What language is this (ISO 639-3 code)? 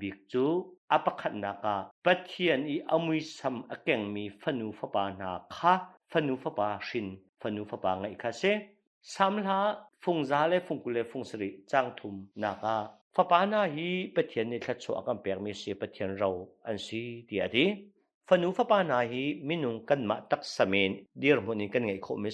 cnh